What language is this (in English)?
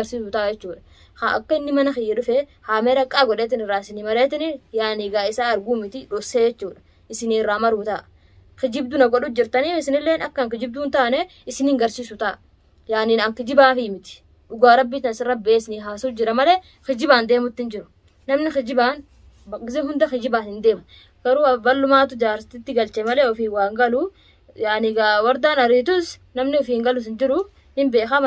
Oromo